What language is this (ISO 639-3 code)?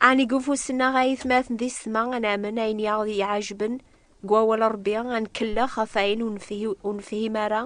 kab